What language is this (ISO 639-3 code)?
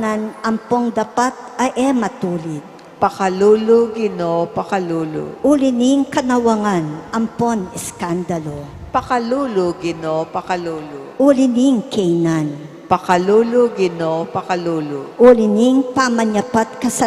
pam